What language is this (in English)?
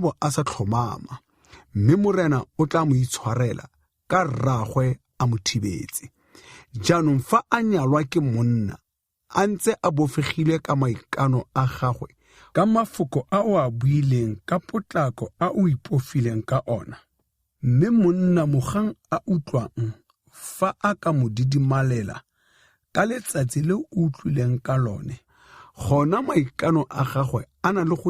Tswana